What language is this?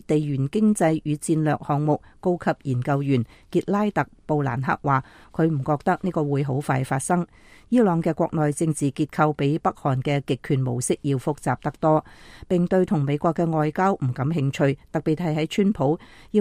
Cantonese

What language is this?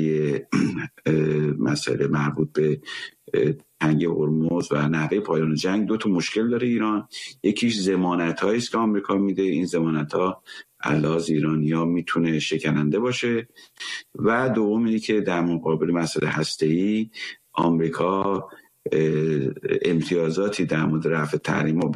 Persian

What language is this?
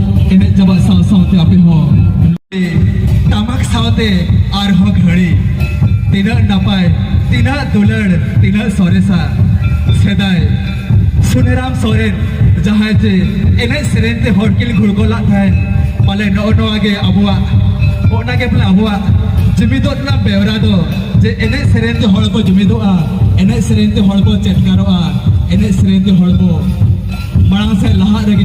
Santali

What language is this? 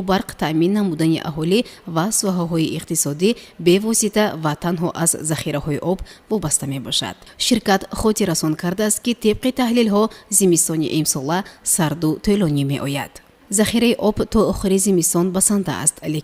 Tajik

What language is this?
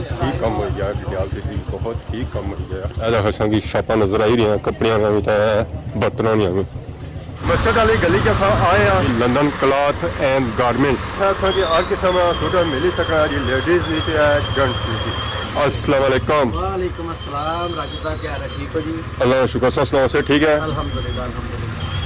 Pahari-Potwari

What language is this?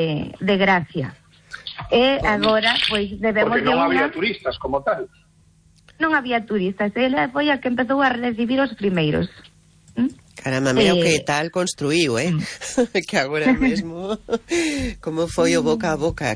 Galician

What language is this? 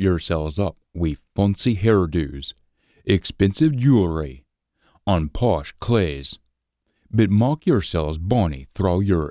Scots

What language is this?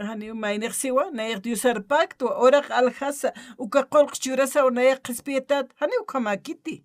Aymara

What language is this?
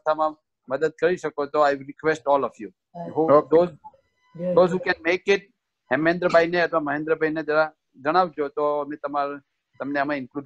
Gujarati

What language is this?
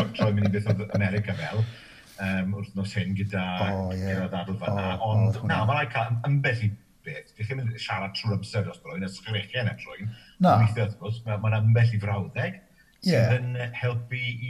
Welsh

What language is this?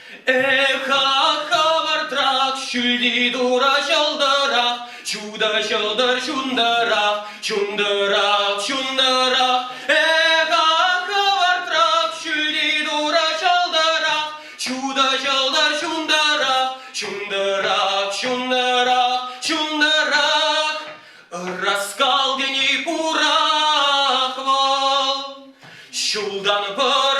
Chuvash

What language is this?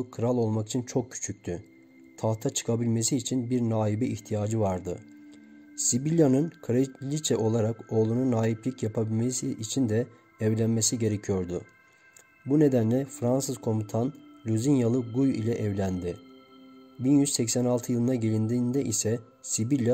Turkish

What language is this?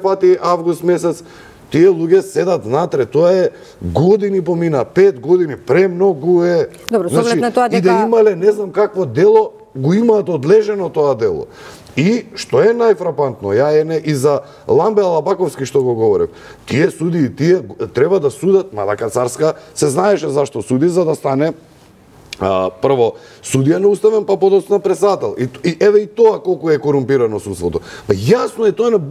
Macedonian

